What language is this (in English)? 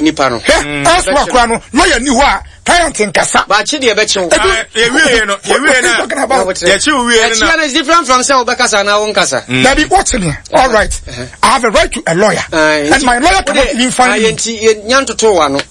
Akan